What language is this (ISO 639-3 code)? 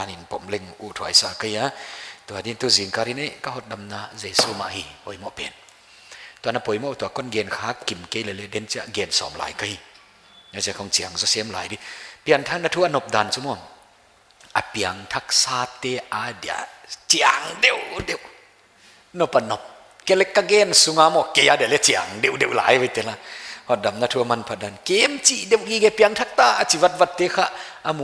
pck